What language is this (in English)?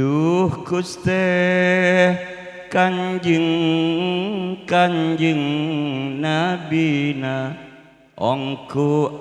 Madurese